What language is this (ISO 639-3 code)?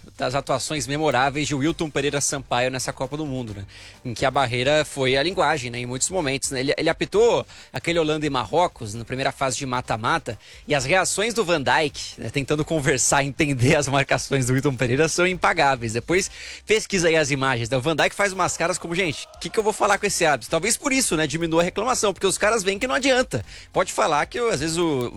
por